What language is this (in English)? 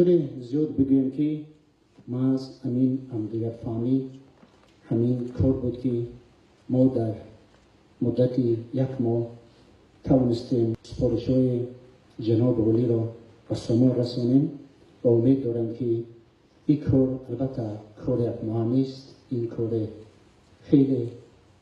Tajik